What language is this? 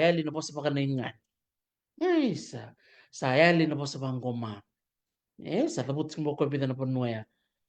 Fijian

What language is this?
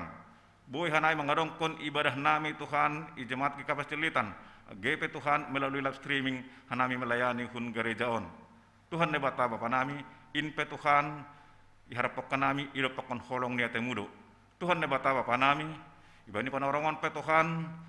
Batak Simalungun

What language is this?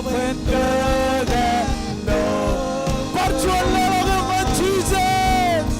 Marshallese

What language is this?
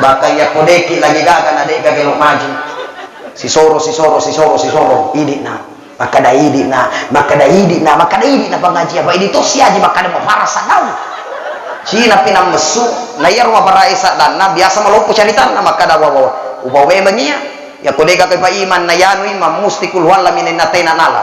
Buginese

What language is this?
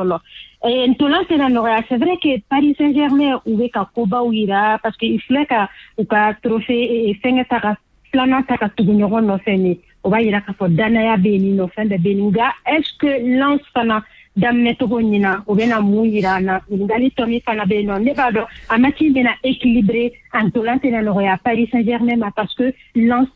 Bambara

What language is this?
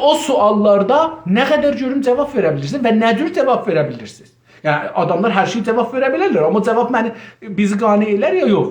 South Azerbaijani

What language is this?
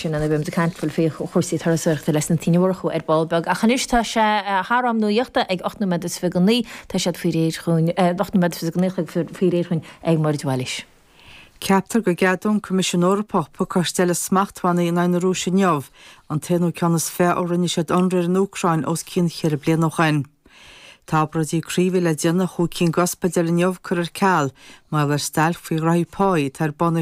Irish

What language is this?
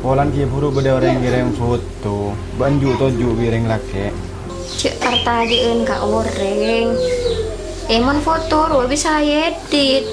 Madurese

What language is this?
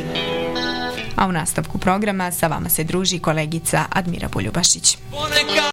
Bosnian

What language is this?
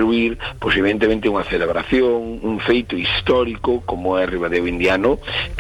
Galician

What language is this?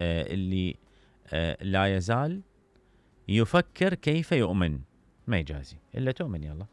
Mesopotamian Arabic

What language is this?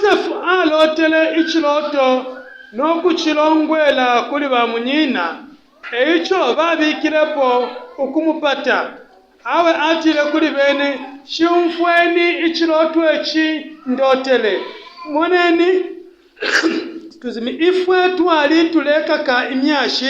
Bemba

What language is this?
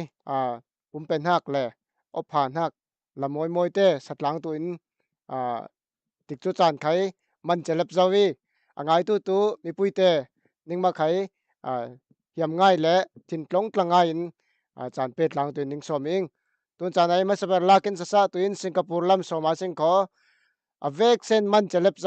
Falam Chin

